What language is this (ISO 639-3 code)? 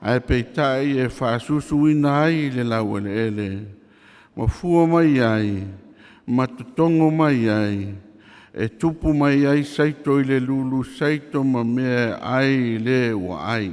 smo